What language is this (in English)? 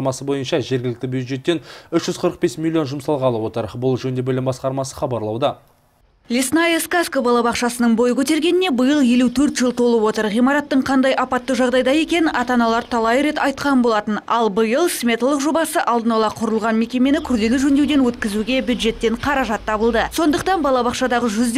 Kazakh